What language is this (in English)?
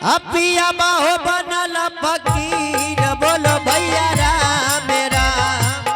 Angika